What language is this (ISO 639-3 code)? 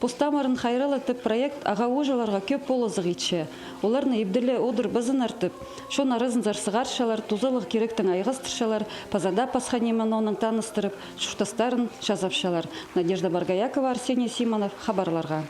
kjh